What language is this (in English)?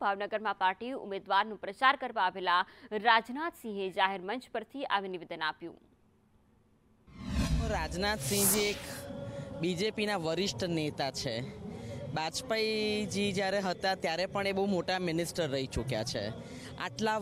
Gujarati